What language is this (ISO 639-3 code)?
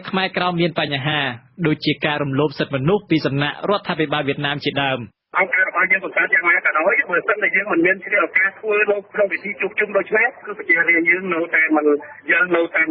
khm